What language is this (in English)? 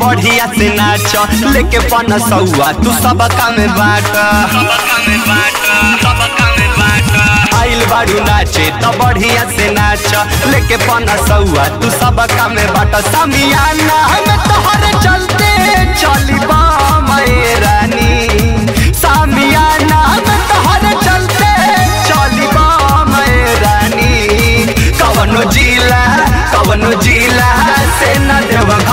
Bhojpuri